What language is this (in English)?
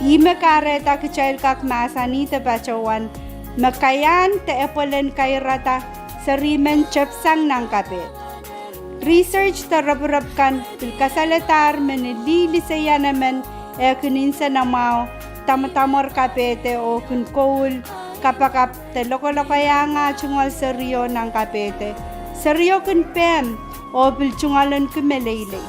Pohnpeian